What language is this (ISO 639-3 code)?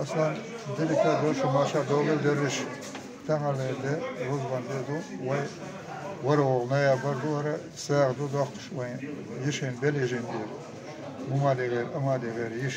che